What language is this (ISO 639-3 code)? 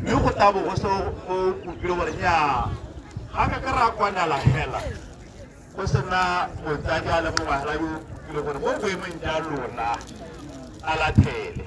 tsn